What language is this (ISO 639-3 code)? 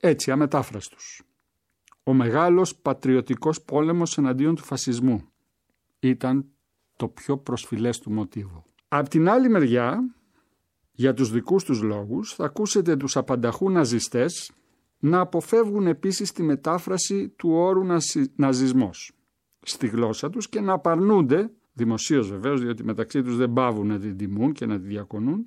ell